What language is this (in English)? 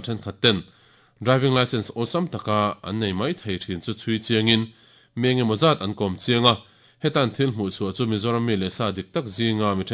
Mizo